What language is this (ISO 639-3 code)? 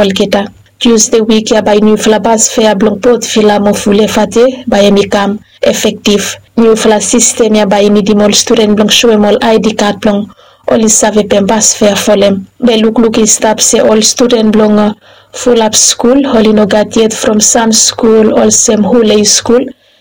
bis